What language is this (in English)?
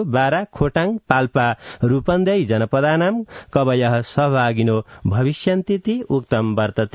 Sanskrit